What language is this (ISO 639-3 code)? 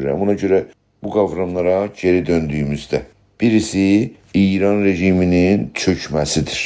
azb